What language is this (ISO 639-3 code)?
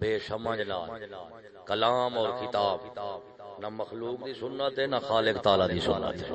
skr